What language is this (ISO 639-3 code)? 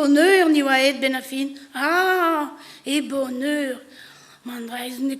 bre